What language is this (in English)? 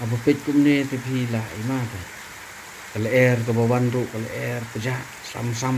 Khasi